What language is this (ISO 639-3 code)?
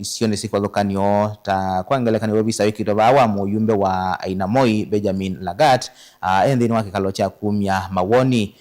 kam